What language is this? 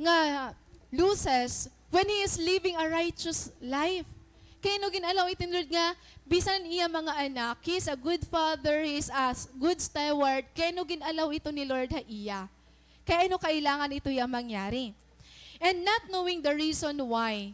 Waray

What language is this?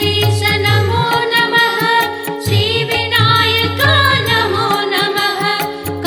Telugu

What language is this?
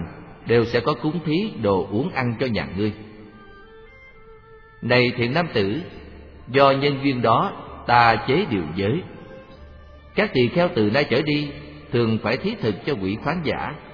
Vietnamese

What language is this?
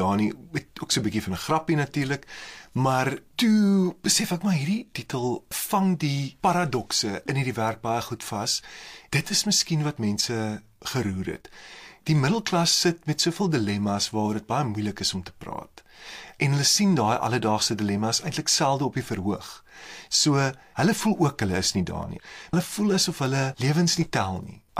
Afrikaans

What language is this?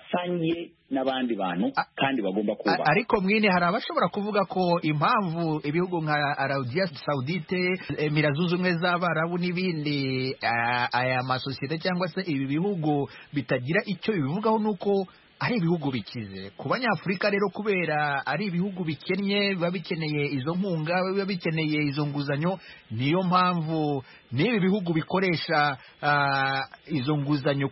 Kinyarwanda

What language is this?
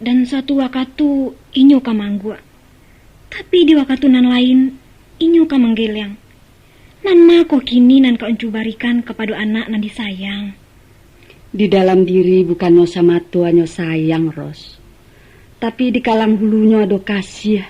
Minangkabau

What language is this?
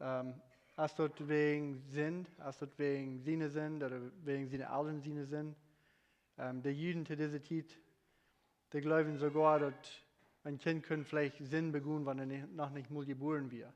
Plautdietsch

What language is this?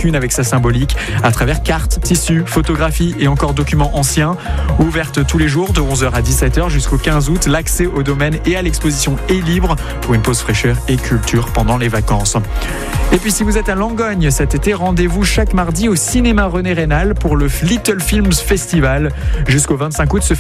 French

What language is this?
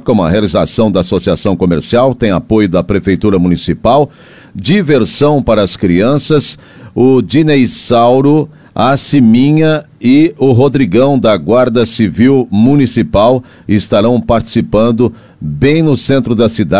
Portuguese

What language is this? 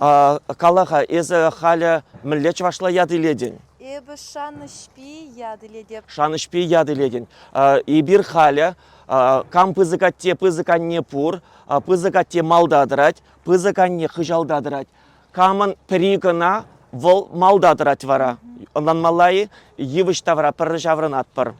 Chuvash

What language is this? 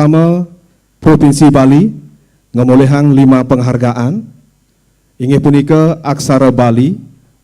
Balinese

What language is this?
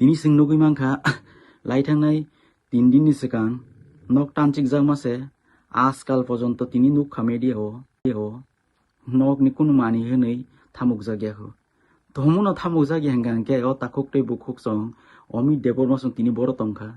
Kok Borok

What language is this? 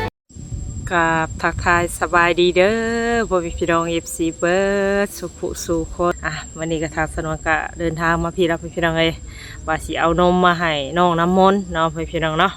Northeastern Thai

